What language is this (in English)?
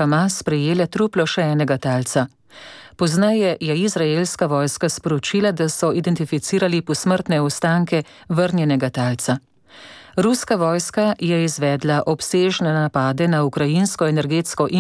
Slovenian